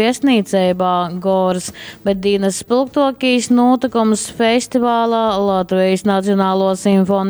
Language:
Latgalian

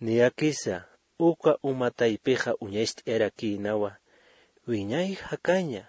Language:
Aymara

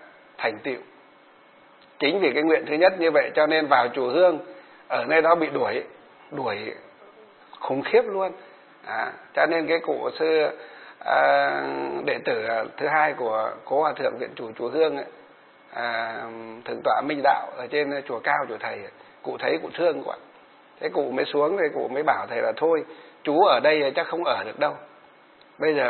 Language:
Vietnamese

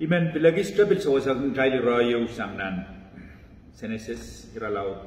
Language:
Pohnpeian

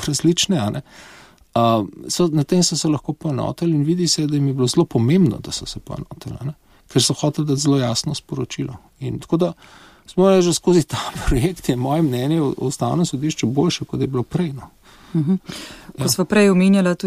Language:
Slovenian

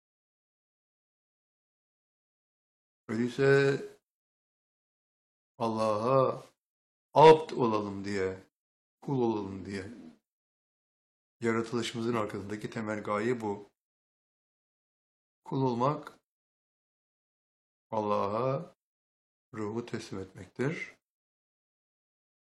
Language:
Turkish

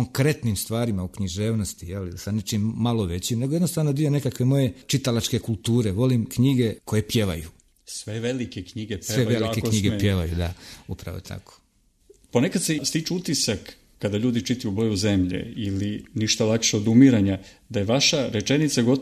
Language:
Serbian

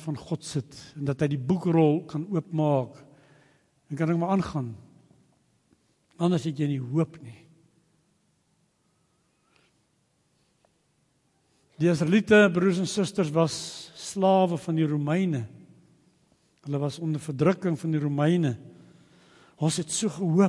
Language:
Afrikaans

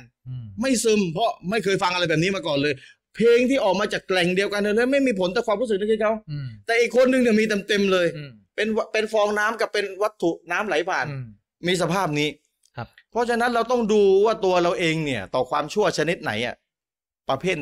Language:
Thai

